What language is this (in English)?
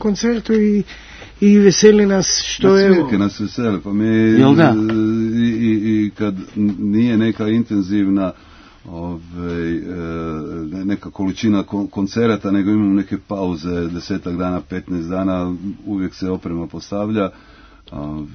Croatian